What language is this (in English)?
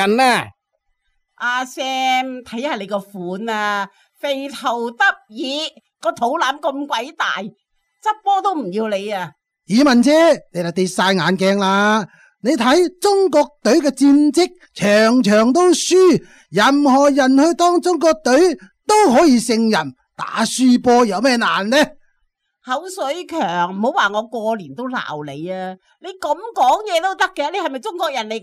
Cantonese